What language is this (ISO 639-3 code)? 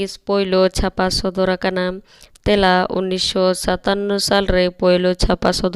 sat